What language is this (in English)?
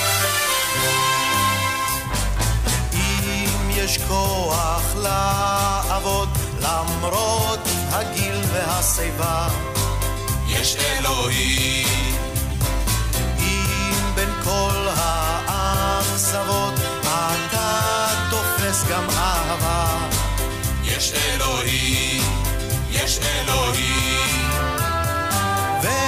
Hebrew